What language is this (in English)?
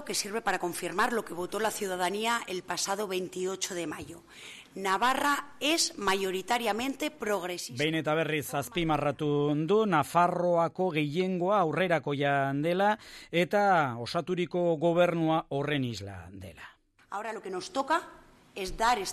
Basque